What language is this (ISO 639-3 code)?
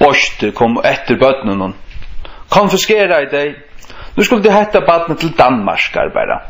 fao